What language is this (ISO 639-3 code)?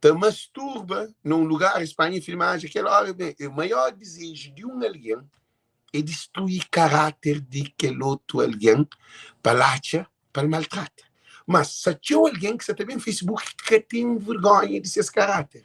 kea